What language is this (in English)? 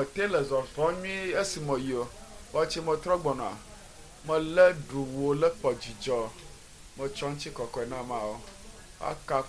Ewe